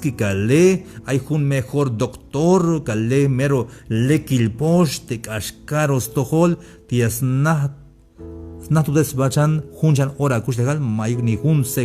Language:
Tzeltal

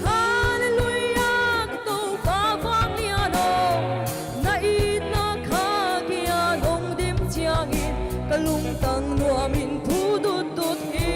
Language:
Paite Chin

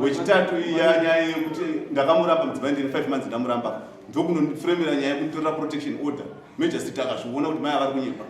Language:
Shona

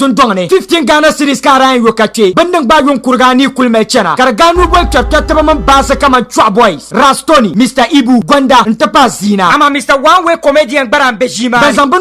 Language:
Dagbani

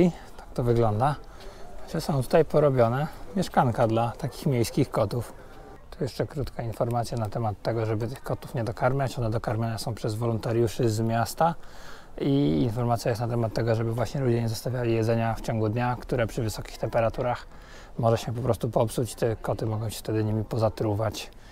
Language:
Polish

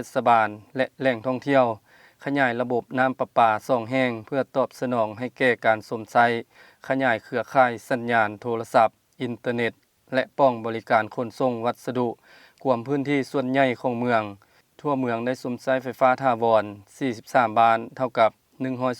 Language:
Lao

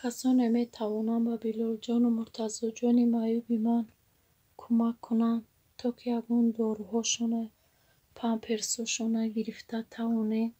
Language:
Tajik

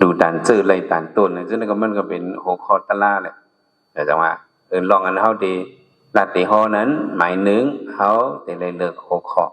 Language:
Shan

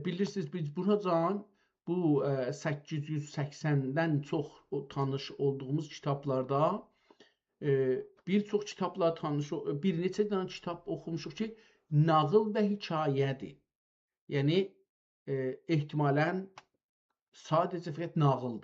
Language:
South Azerbaijani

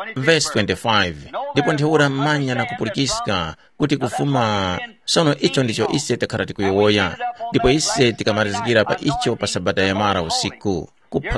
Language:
Tumbuka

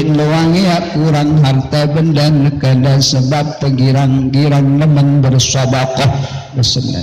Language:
Sasak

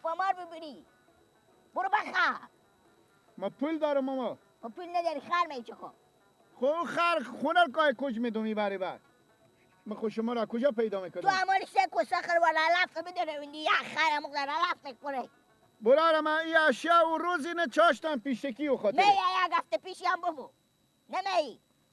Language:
Persian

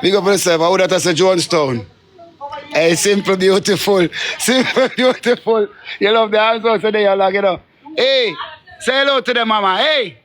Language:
Jamaican Creole English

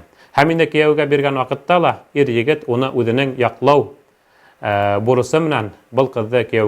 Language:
Bashkir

